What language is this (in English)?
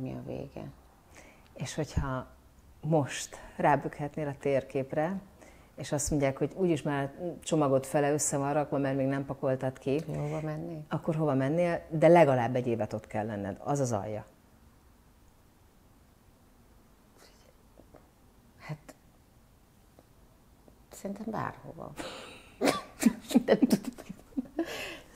Hungarian